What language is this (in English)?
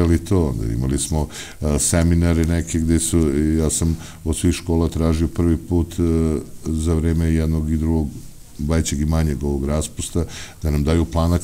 Serbian